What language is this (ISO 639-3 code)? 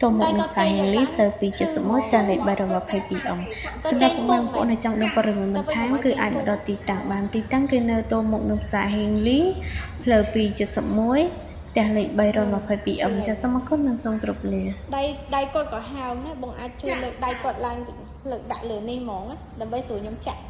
khm